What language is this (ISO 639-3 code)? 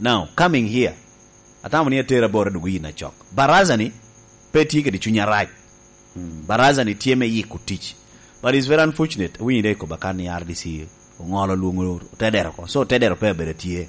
laj